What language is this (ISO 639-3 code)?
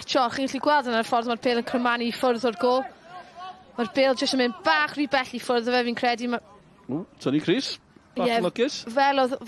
cym